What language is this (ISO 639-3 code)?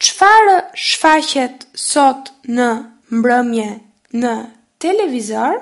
sqi